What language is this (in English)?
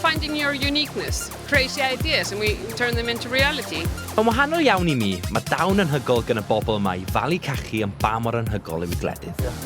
Welsh